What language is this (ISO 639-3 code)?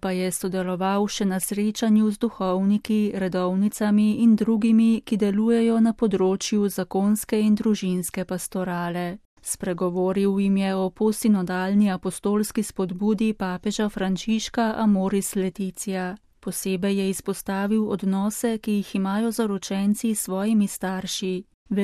slv